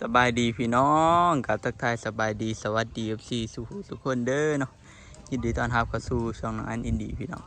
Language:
Northeastern Thai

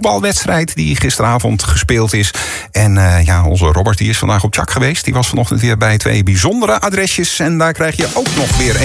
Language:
Dutch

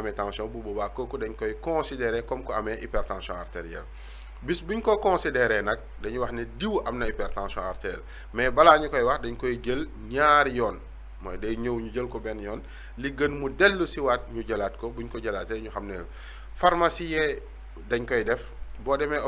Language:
Wolof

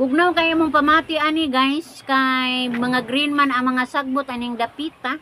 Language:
Cebuano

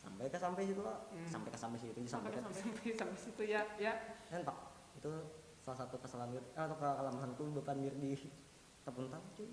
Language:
Banjar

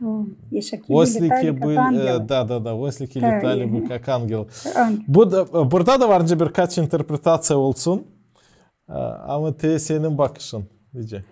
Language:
Gagauz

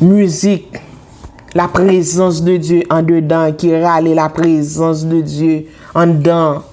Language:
Haitian Creole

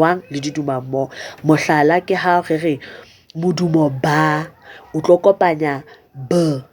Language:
Southern Sotho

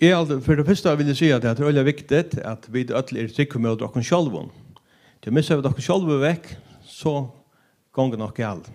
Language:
Faroese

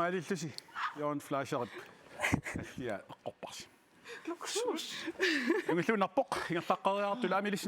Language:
Kalaallisut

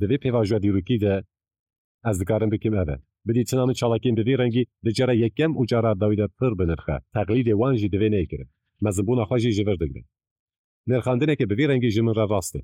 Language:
Kurdish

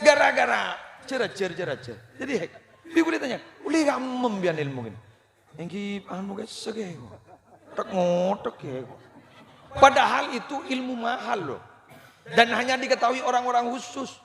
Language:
Madurese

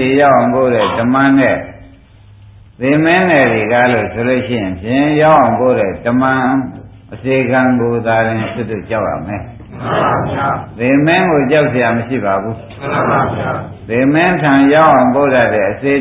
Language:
Burmese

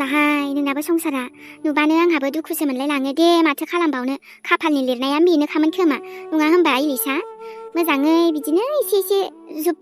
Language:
Bodo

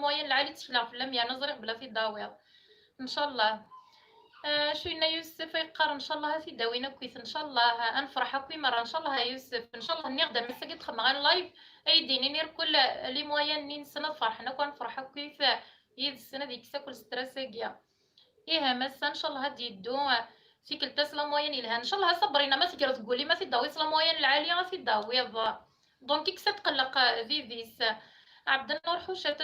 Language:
Kabyle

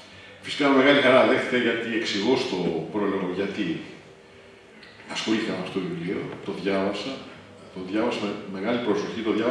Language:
Greek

